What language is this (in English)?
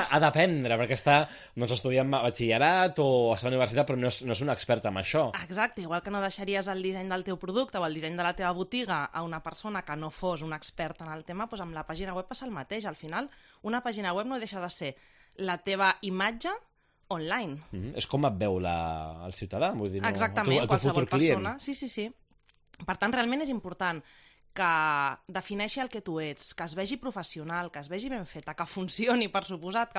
Catalan